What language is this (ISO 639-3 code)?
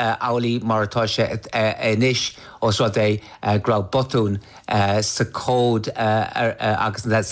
gle